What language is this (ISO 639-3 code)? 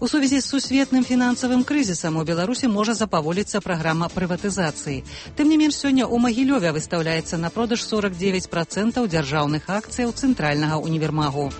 bel